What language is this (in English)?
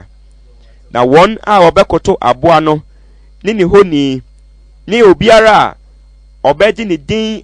Akan